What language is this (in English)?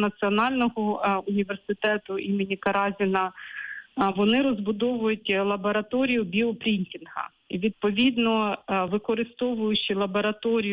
Ukrainian